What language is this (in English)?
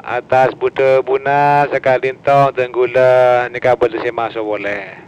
Madurese